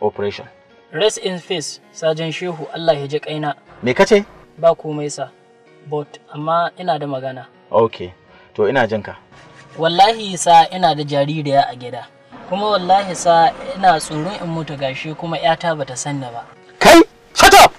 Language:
Hausa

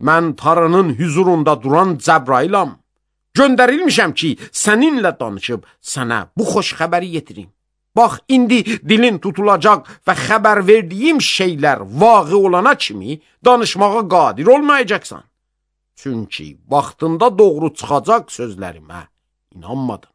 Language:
Azerbaijani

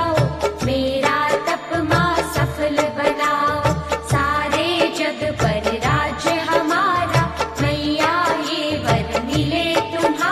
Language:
Hindi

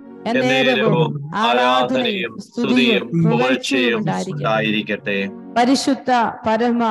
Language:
Malayalam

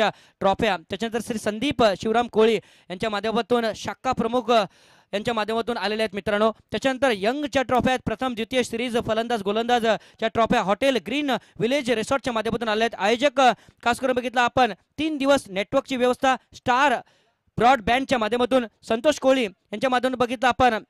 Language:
Marathi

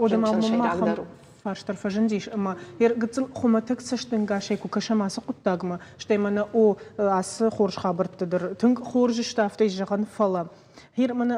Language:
Ossetic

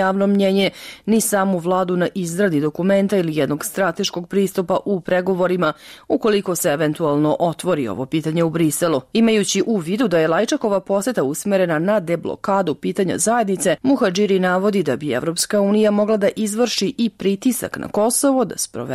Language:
Serbian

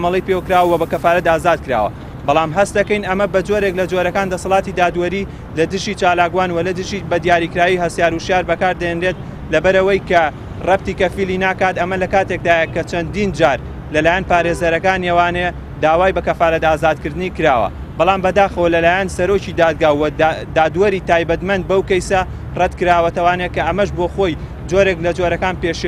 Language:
Central Kurdish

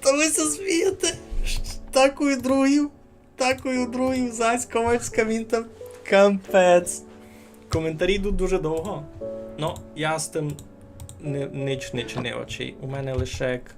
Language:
Rusyn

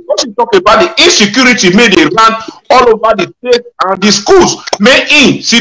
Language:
Nigerian Pidgin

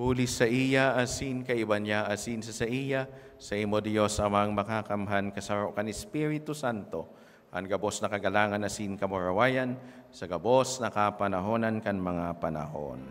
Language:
Bikol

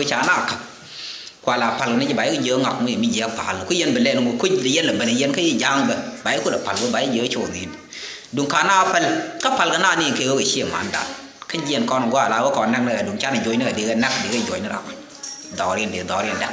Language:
Nuer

